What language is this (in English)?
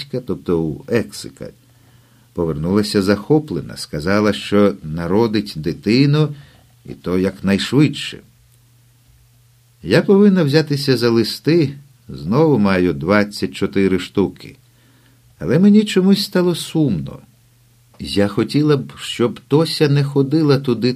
Ukrainian